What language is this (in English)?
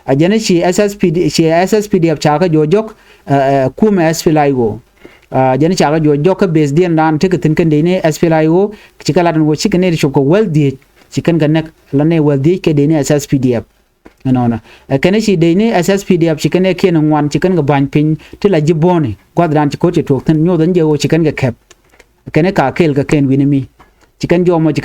Nuer